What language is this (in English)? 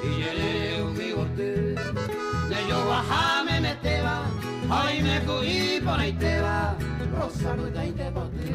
Guarani